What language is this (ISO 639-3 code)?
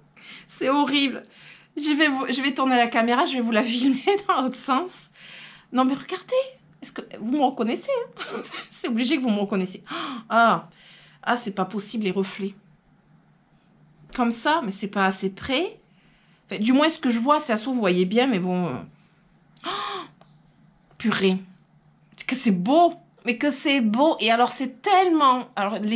fra